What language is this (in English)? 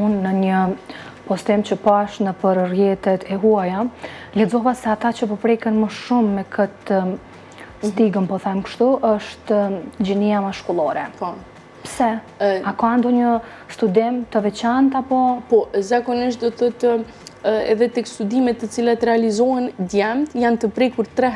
Albanian